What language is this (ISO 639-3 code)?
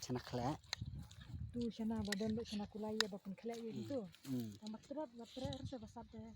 kha